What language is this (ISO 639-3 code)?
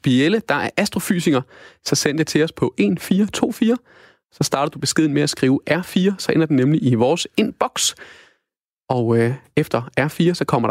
dan